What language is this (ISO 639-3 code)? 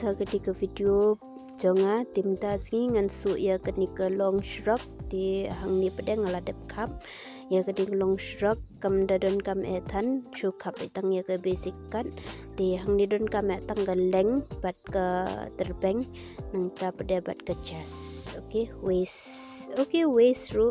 kha